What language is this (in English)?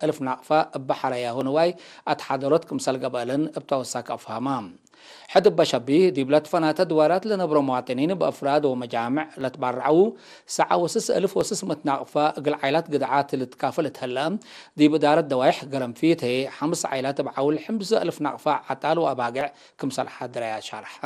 Tigre